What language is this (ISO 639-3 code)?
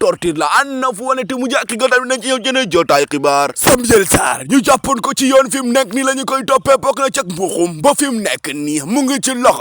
wol